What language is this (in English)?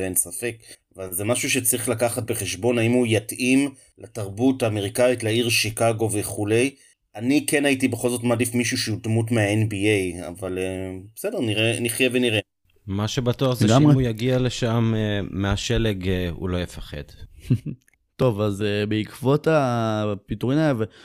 Hebrew